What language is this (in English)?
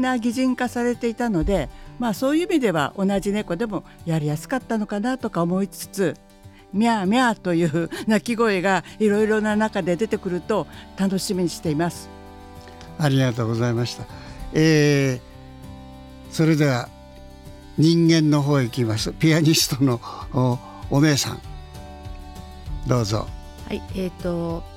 Japanese